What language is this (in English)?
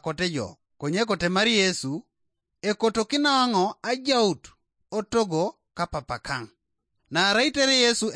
Teso